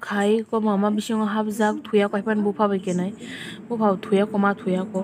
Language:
Kok Borok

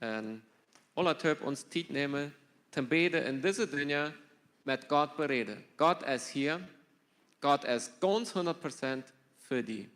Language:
Plautdietsch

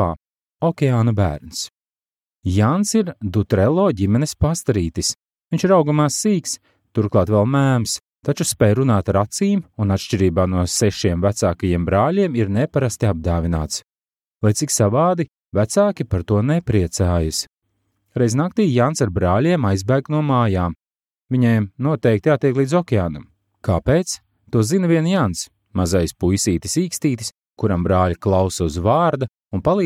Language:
Latvian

